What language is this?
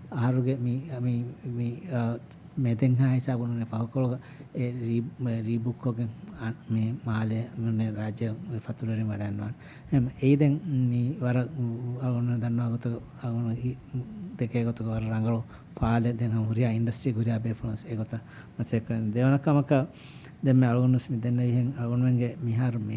Divehi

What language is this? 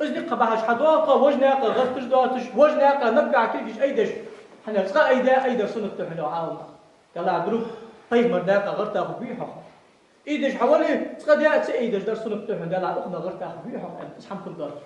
Ingush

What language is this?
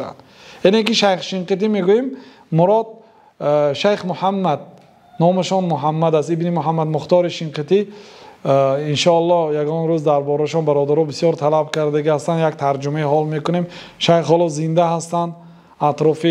Tajik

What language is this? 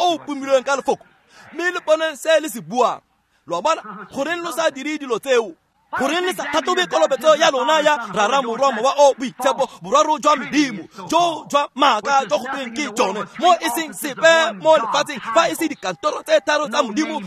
Tswana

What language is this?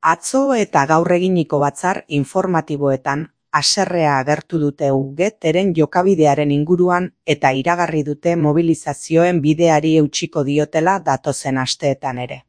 Basque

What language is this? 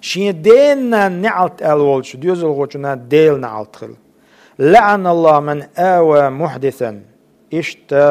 Chechen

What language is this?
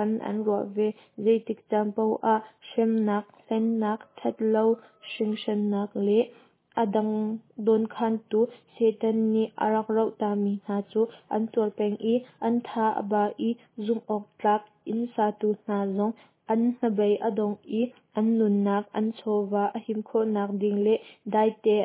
Hakha Chin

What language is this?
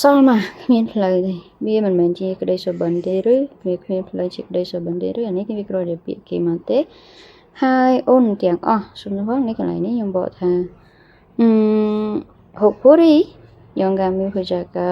Khmer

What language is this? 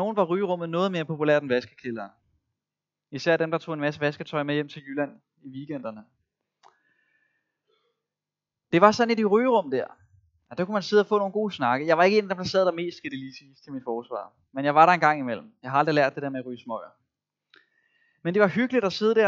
Danish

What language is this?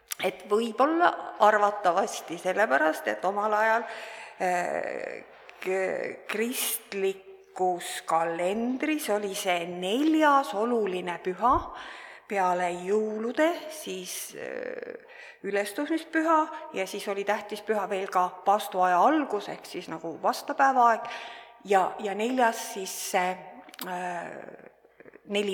Estonian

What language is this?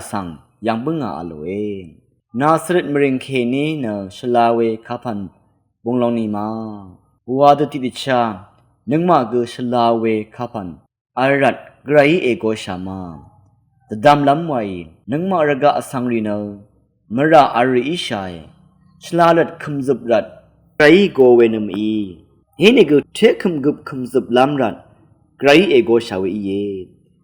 Rawang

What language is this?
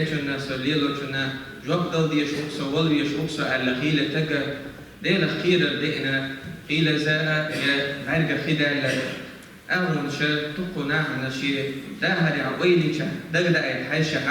Chechen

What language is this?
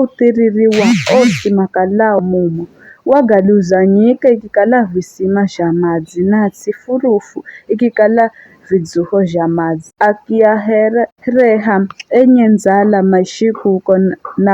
Giryama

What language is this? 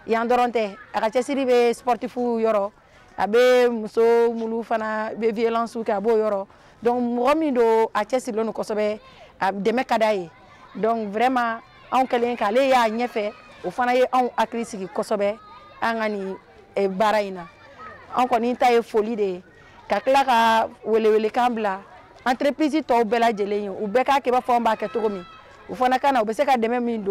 Bambara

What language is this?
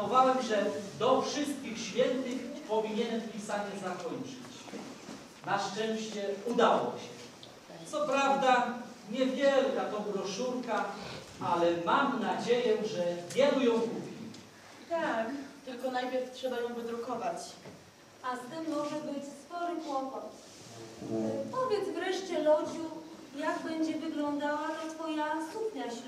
Polish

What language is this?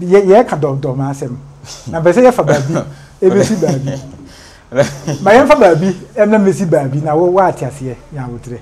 Akan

